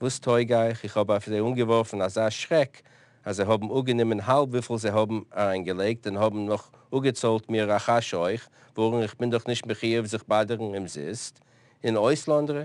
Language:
Yiddish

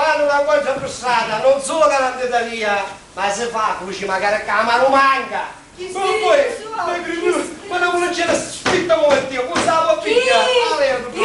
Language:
Sicilian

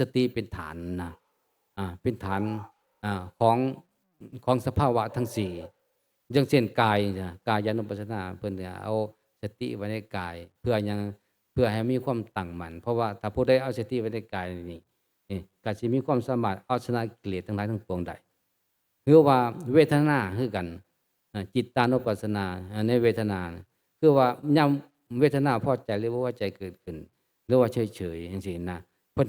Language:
Northeastern Thai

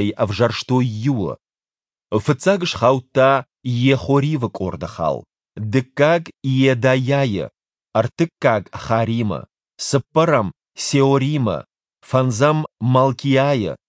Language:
Ossetic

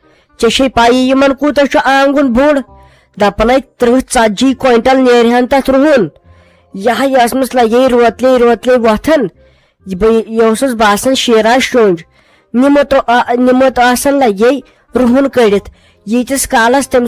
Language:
Kashmiri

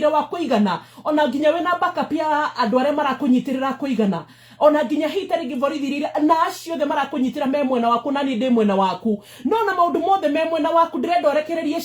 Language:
Kikuyu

